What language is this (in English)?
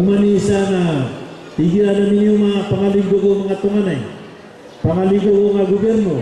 Maranao